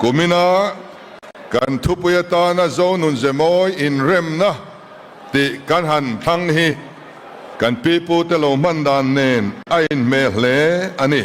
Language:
Mizo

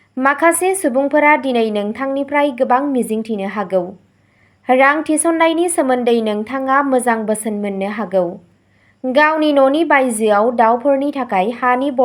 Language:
Bodo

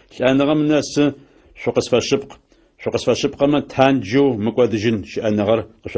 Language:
Adyghe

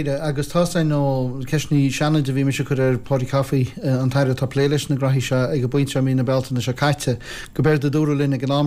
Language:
Irish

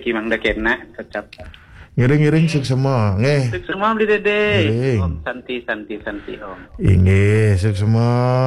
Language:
Balinese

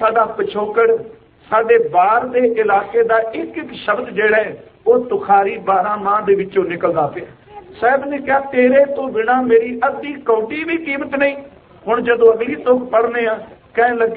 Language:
Punjabi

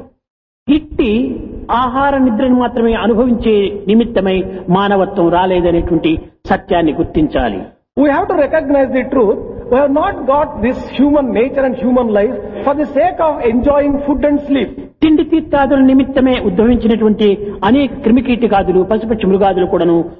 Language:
Telugu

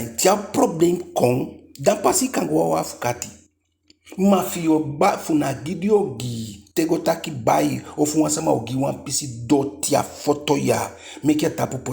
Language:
Eastern Maroon Creole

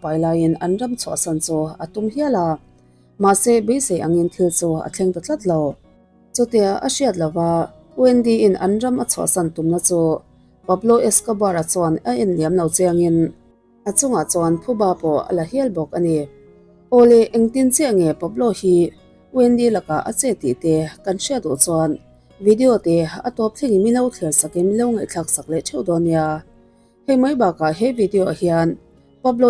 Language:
Mizo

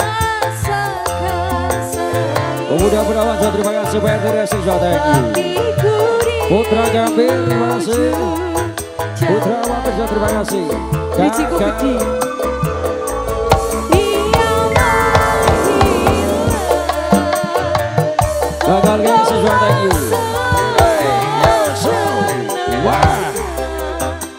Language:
Indonesian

